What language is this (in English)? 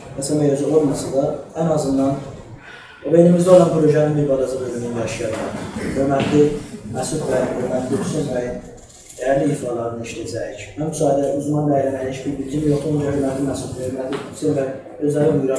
South Azerbaijani